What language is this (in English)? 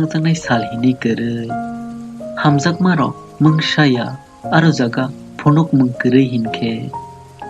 Kok Borok